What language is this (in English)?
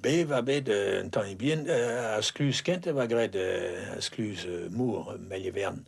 Breton